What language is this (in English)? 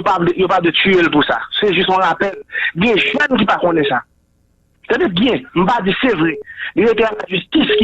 Haitian Creole